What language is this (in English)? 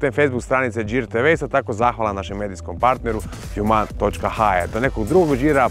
Croatian